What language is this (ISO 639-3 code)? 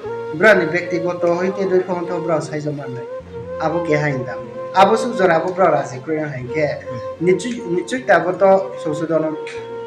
ria